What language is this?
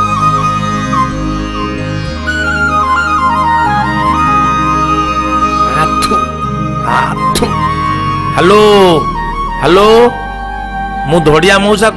Odia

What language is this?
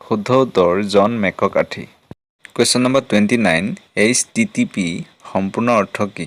Assamese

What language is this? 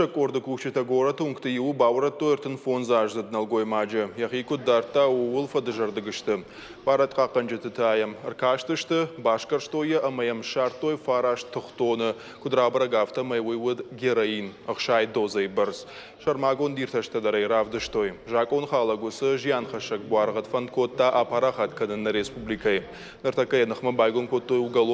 Ossetic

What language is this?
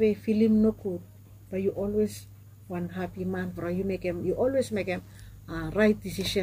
Bislama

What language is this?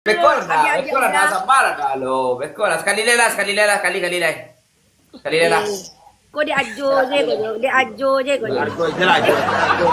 Minangkabau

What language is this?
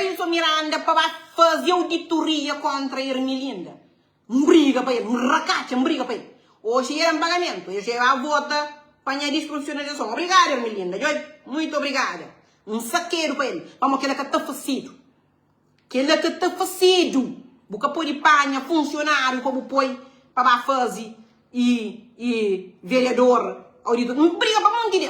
Kabuverdianu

